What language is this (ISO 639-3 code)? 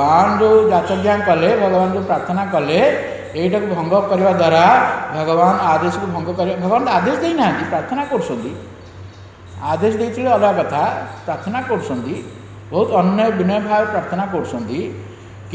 ori